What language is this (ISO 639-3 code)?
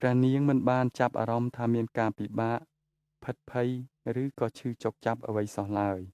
khm